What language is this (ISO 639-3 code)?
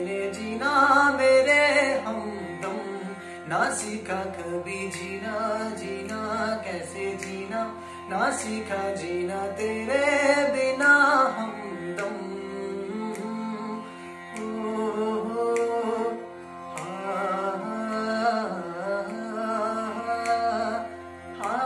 hin